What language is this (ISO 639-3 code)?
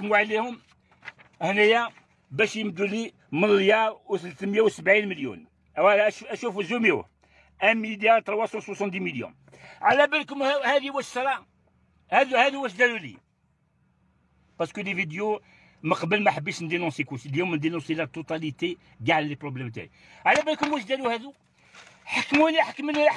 arq